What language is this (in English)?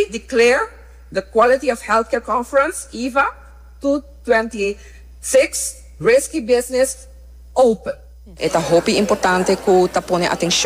Papiamento